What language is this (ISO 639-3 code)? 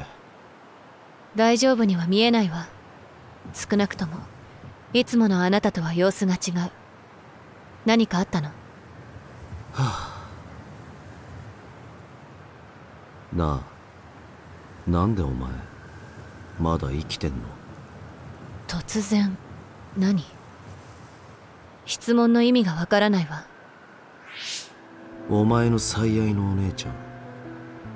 jpn